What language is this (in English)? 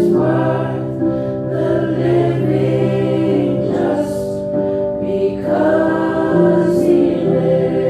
Samoan